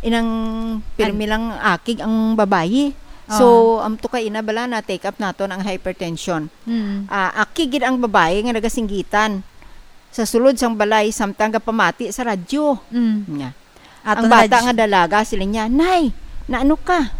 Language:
Hiligaynon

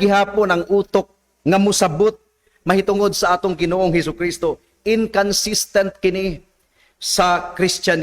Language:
Cebuano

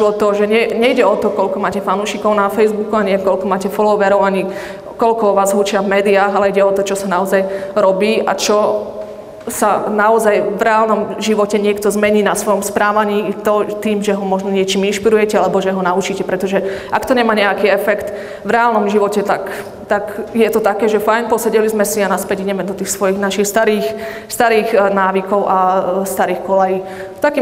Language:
Slovak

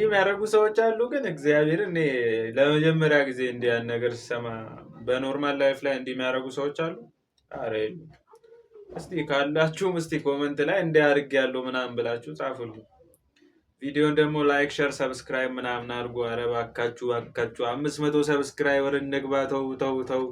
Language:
Amharic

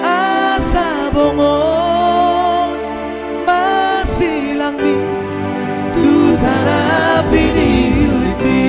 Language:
Batak Toba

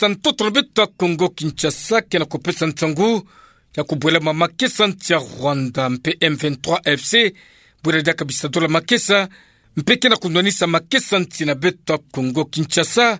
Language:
Kituba (Democratic Republic of Congo)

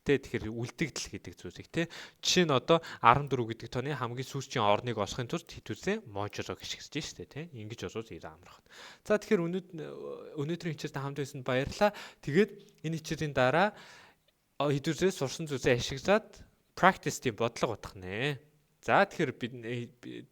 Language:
Mongolian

